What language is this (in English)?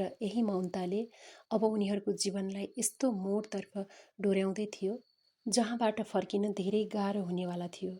Nepali